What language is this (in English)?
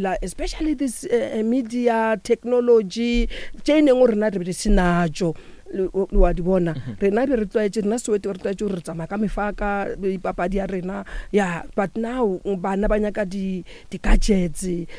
Northern Sotho